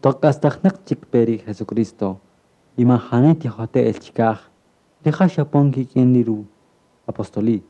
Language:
Kaqchikel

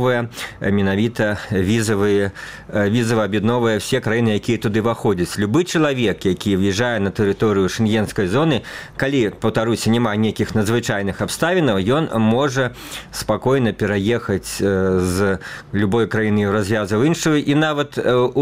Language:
Belarusian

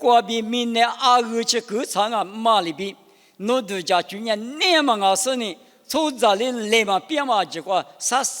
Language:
Lisu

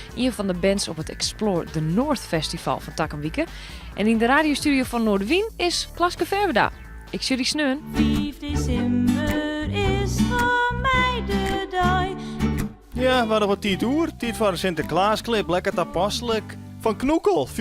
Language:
Western Frisian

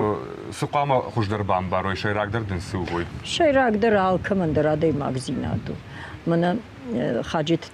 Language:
Ossetic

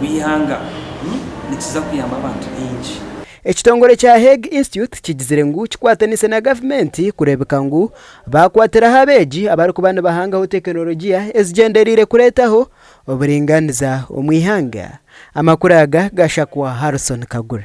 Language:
Nyankole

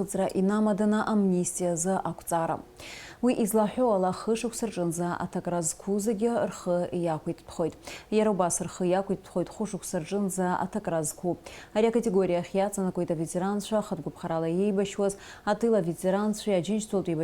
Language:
Abkhazian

